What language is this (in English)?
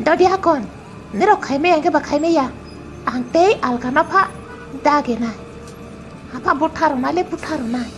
Kok Borok